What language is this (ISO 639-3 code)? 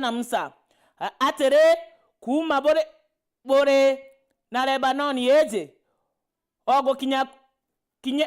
mer